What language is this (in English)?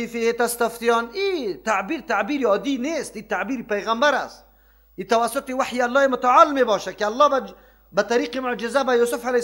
Persian